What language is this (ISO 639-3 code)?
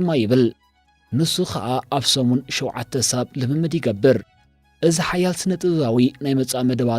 tir